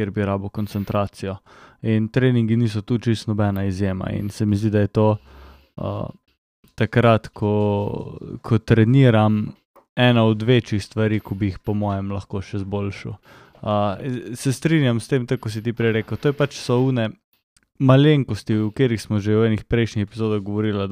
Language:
Slovenian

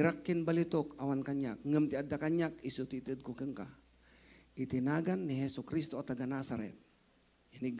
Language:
Iloko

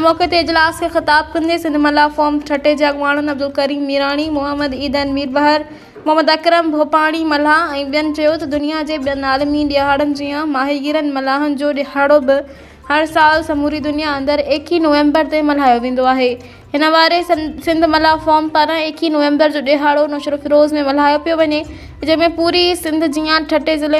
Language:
Sindhi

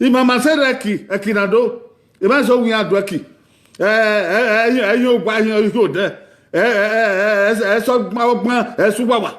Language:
Bini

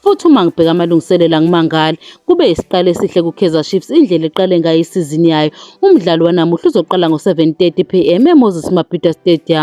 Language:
Zulu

